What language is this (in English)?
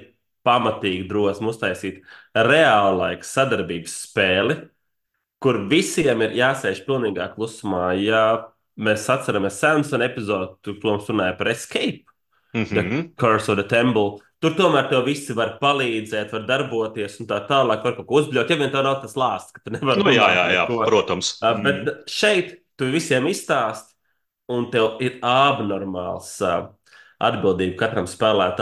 Latvian